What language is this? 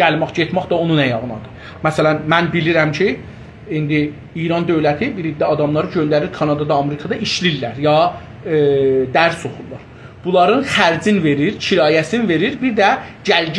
South Azerbaijani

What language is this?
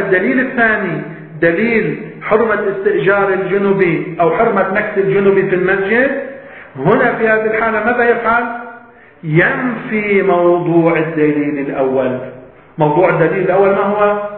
Arabic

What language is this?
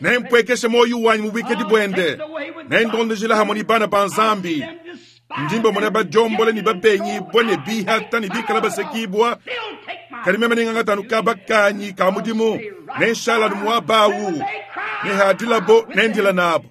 Luba-Lulua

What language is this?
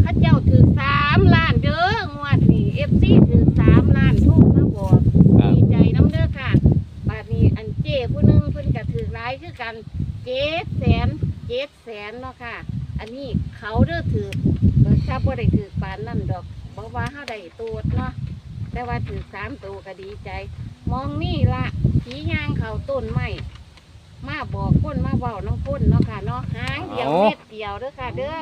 Northeastern Thai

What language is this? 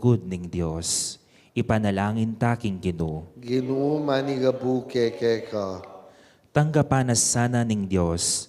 Pampanga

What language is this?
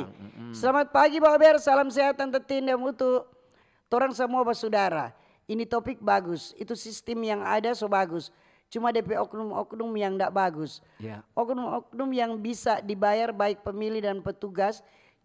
Manado Malay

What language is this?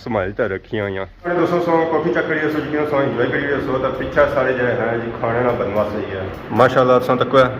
Pahari-Potwari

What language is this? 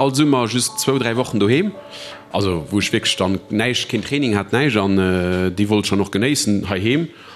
Luxembourgish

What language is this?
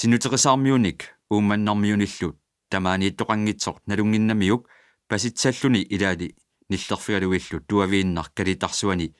Kalaallisut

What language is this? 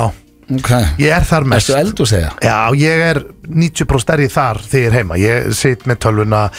Icelandic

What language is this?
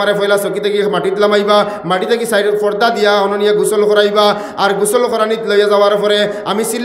Sylheti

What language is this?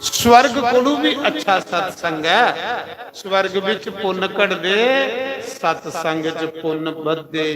Dogri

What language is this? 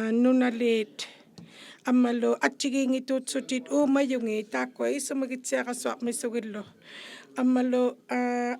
Inuktitut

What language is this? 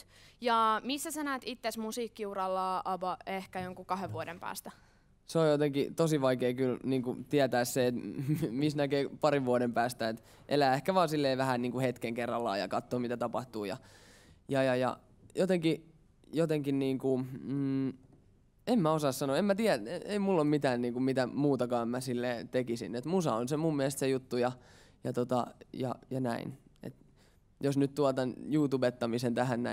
Finnish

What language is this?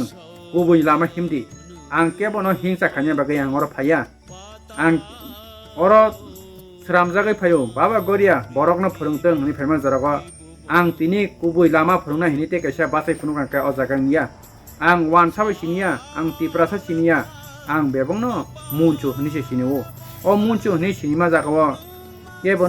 Kok Borok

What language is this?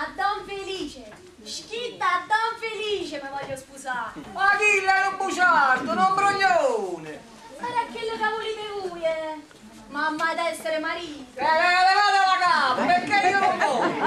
Neapolitan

